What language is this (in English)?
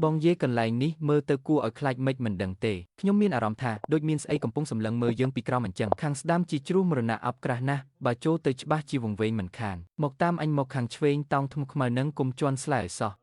Khmer